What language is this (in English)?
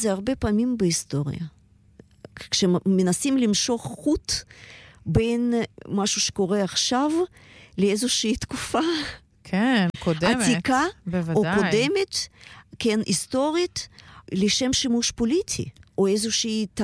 Hebrew